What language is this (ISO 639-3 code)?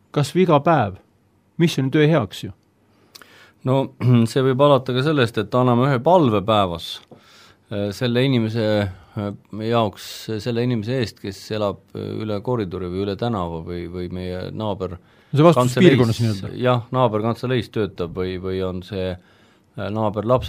est